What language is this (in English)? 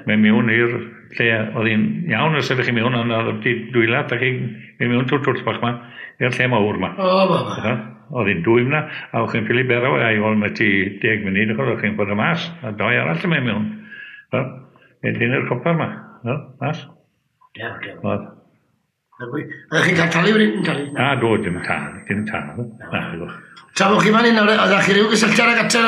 Welsh